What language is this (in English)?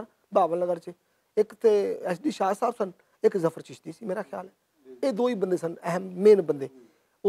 Western Panjabi